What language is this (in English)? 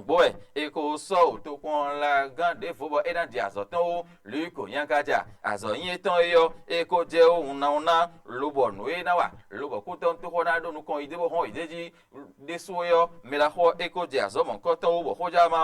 Fon